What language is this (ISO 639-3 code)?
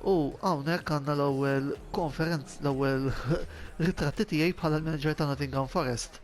mlt